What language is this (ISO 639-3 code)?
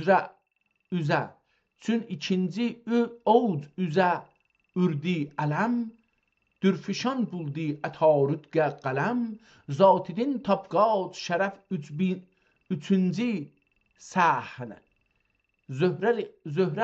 azb